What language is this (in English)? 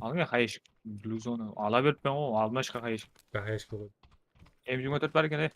Kara-Kalpak